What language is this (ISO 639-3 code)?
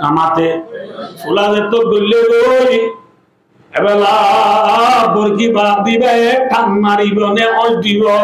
rhg